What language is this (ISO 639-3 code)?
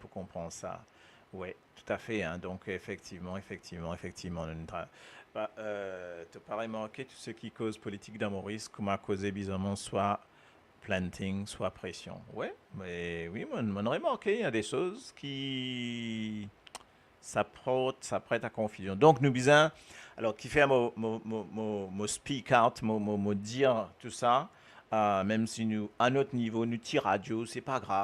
mfe